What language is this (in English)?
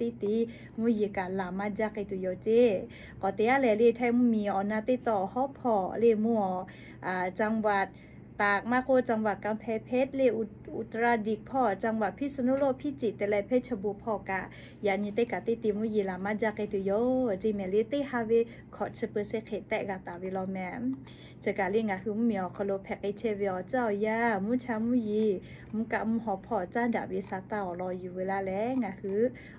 Lahu